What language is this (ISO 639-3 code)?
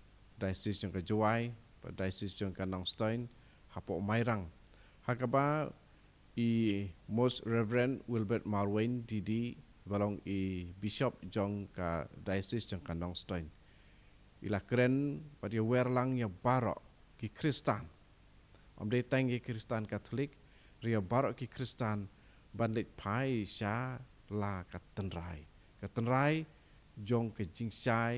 kha